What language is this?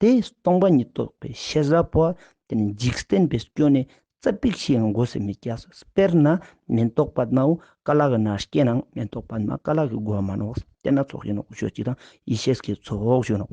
Ladakhi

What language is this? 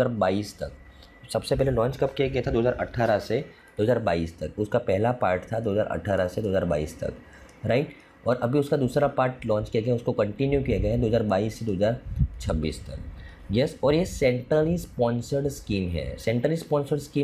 Hindi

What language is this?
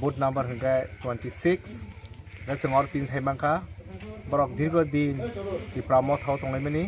Kok Borok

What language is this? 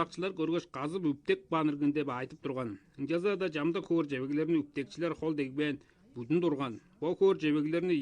Tuvinian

